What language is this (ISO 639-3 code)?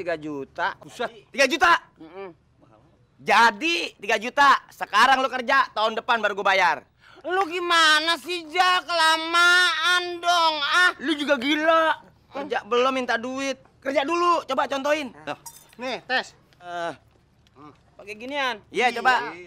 bew